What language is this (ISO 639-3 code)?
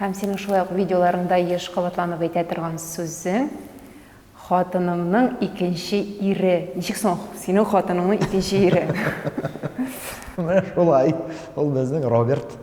tat